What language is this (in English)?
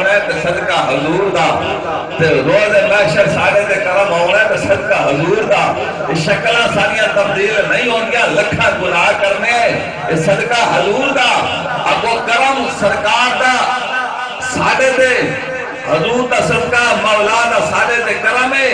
Saraiki